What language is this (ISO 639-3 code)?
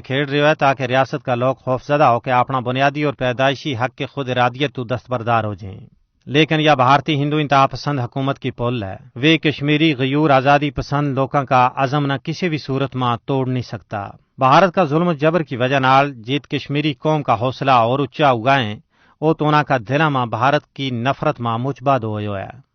gju